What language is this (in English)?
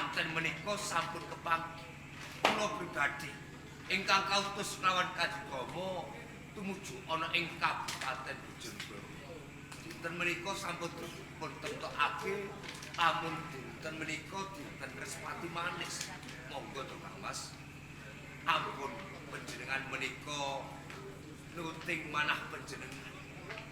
Javanese